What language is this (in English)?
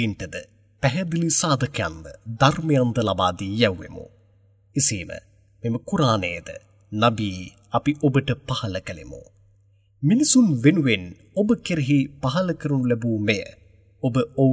Sinhala